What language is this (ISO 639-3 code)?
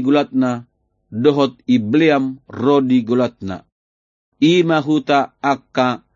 bbc